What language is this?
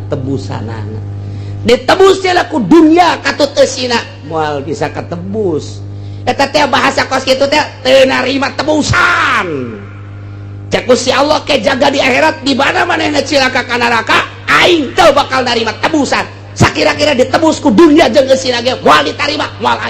Sundanese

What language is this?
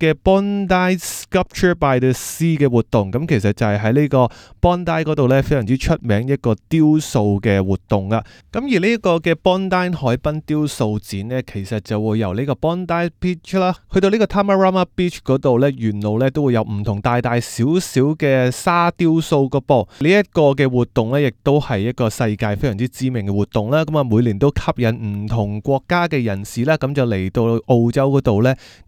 Cantonese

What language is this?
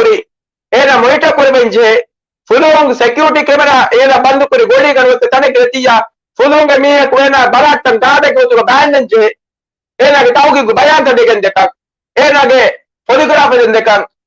Divehi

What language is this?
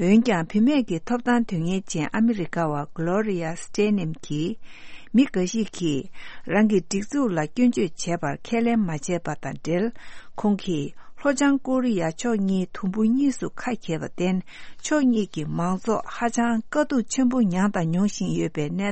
Tibetan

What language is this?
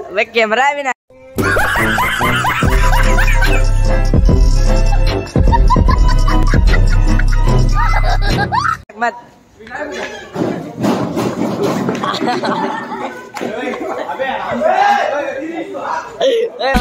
Hindi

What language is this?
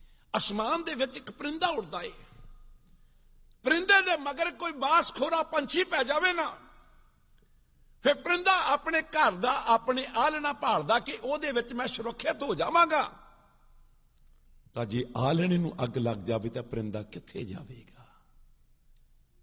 Punjabi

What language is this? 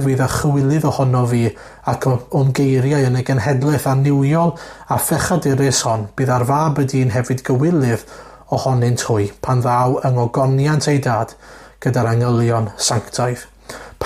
Welsh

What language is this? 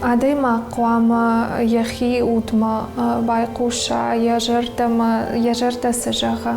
Ossetic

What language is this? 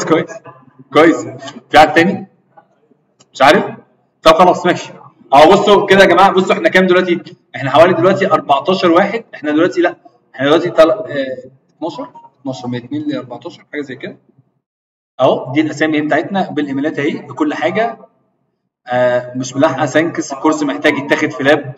Egyptian Arabic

